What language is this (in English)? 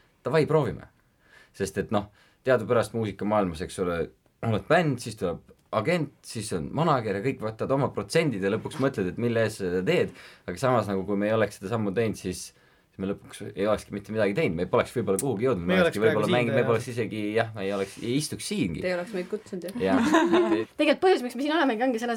Estonian